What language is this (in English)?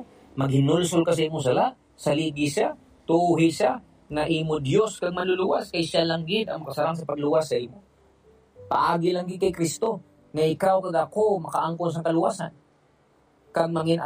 Hiligaynon